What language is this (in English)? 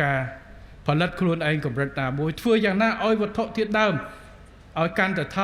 Khmer